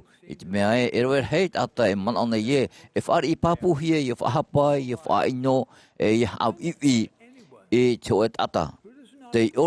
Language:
Tahitian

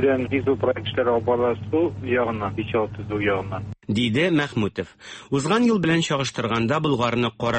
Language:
Tatar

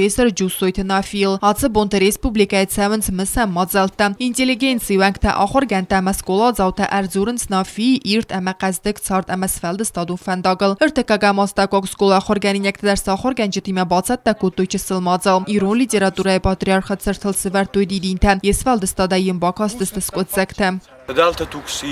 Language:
Ossetic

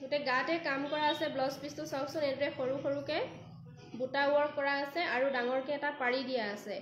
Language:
Assamese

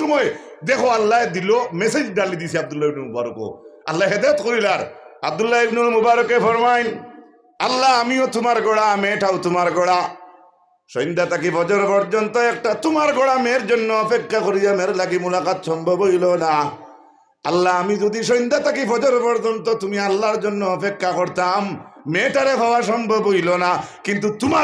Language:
Sylheti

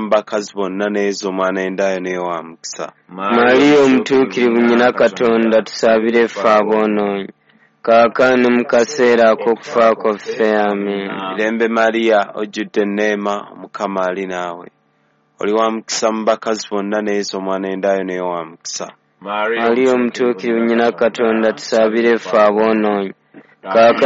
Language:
Ganda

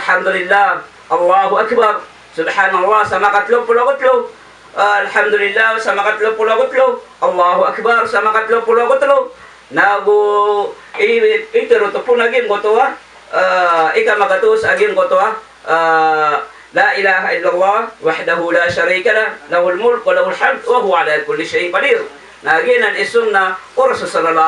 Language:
Maranao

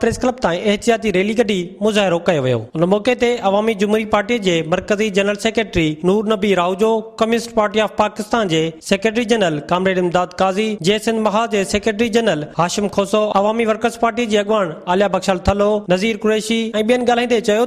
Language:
Sindhi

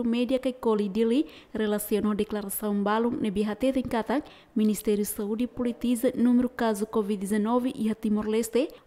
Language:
Tetum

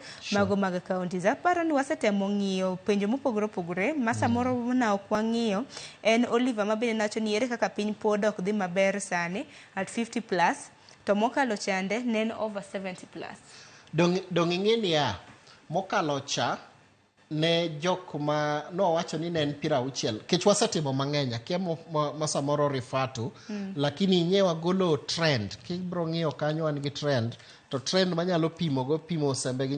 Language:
Luo (Kenya and Tanzania)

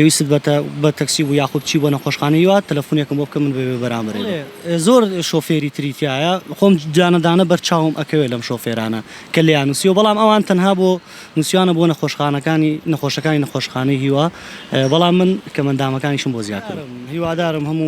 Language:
Central Kurdish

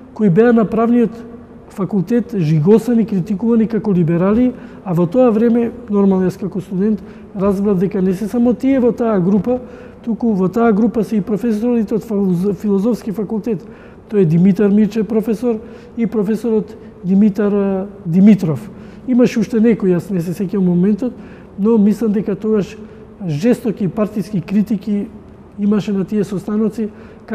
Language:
Macedonian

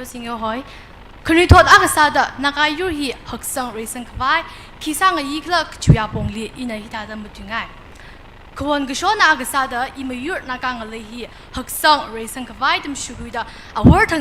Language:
Tangkhul Naga (India)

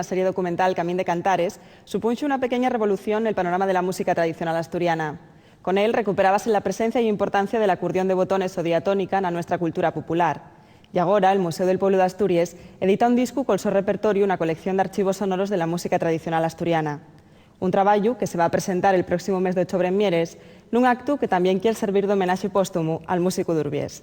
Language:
Asturian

